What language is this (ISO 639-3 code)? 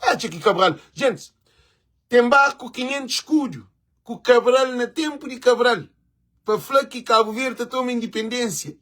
kea